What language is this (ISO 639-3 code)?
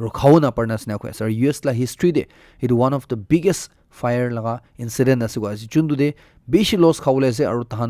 nag